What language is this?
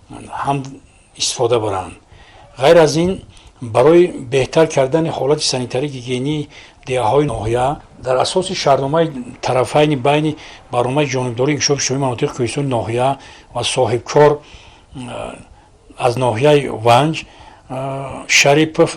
Tajik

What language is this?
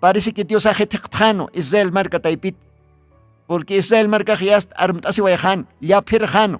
Aymara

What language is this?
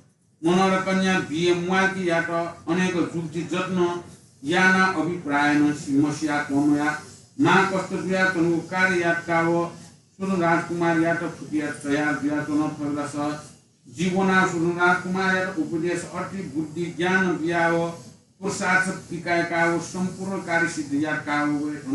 Newari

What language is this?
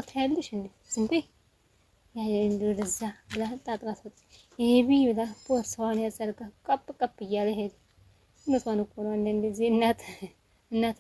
Amharic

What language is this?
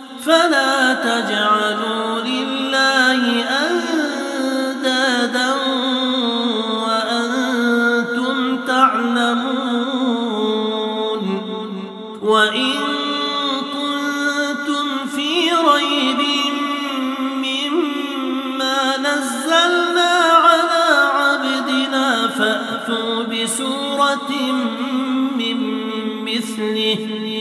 Arabic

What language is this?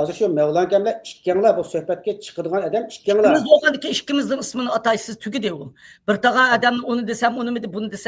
Uyghur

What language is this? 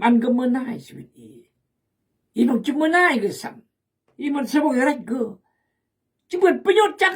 Khmu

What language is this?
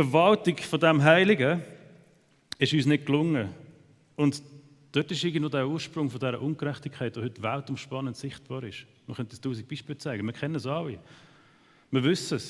Swiss German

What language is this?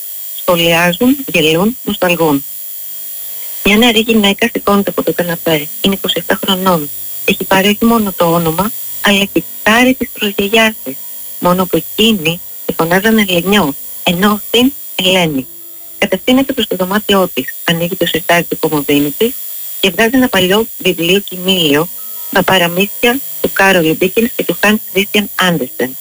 Greek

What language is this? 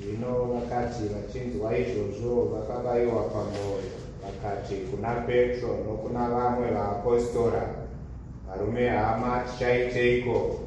Shona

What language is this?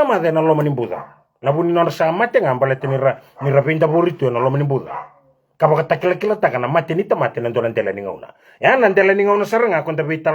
Fijian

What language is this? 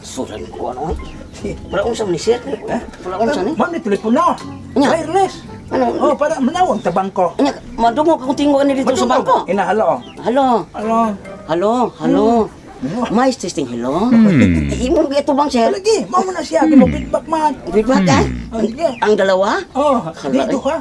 Cebuano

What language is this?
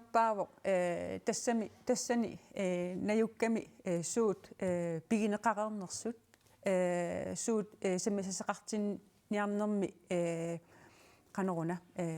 Kalaallisut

